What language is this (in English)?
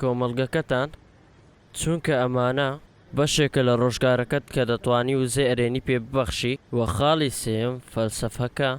Central Kurdish